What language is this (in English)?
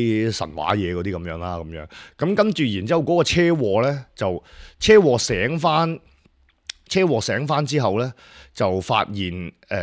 Cantonese